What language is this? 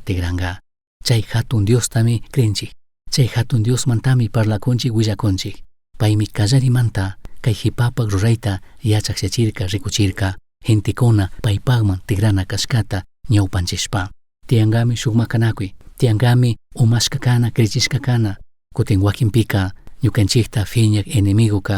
Chimborazo Highland Quichua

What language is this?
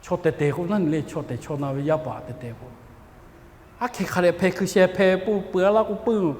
Lahu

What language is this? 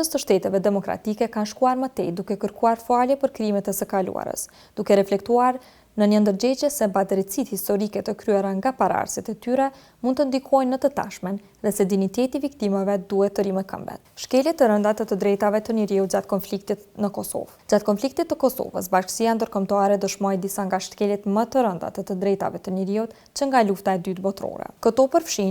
Albanian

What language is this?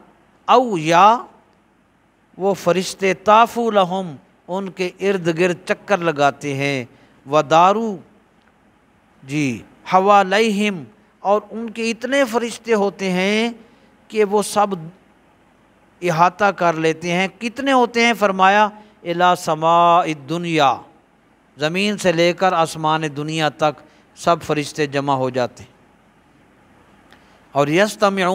Urdu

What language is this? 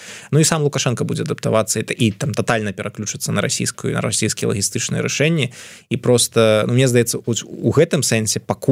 Belarusian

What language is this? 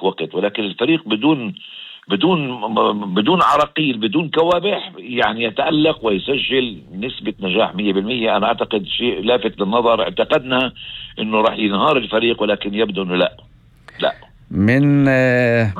North Levantine Arabic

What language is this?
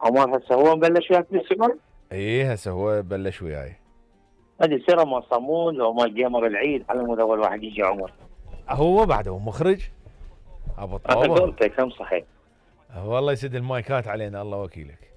Mesopotamian Arabic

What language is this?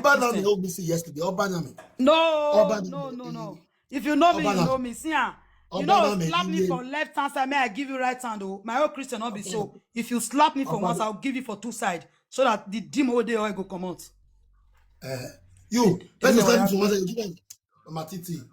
Nigerian Pidgin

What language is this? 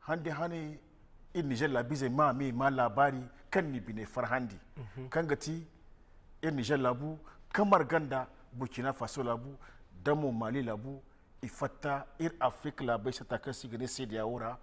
Zarma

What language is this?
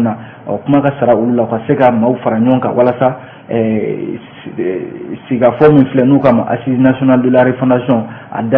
Bambara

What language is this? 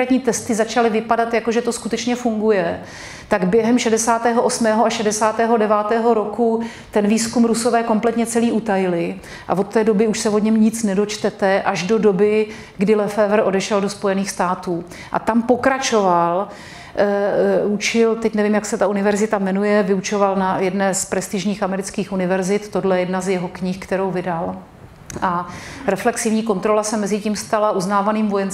Czech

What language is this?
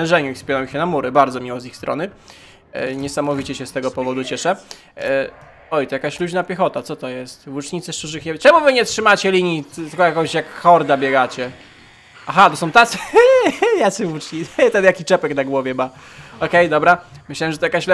Polish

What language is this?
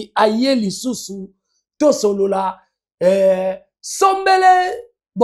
Lingala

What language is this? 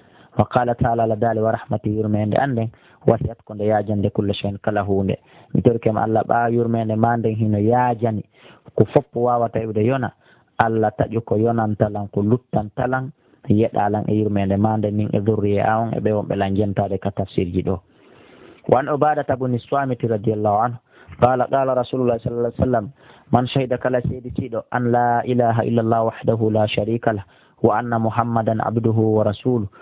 Pular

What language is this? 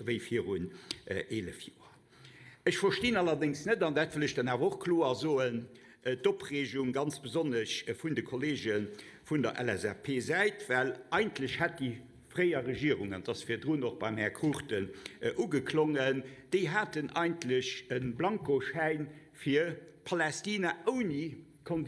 Luxembourgish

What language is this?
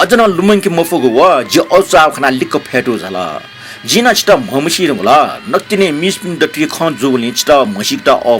Newari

